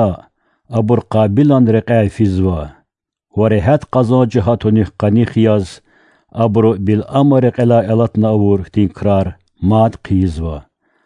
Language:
Lezghian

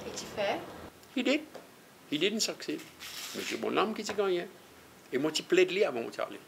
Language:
Seselwa Creole French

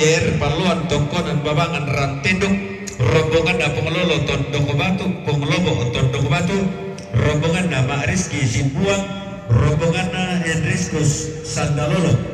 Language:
Toraja-Sa'dan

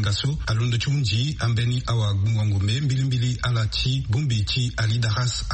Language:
Sango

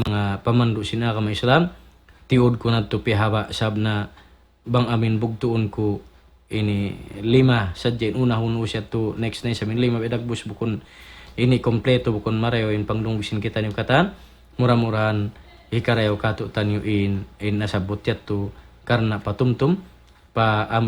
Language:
Tausug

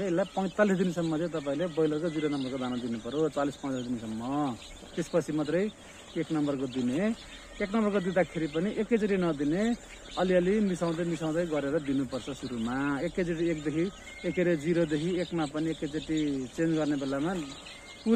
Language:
Nepali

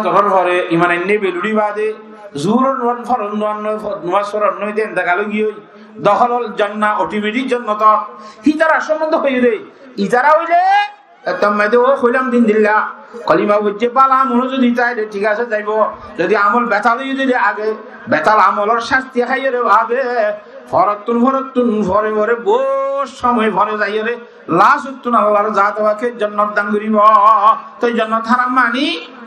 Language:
Rohingya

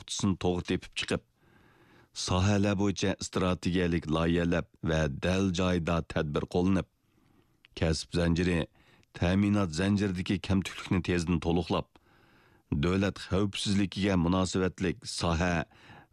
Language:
Uyghur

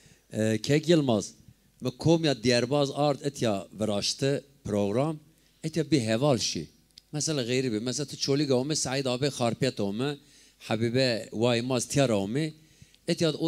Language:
Zaza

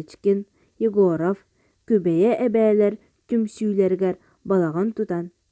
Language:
Yakut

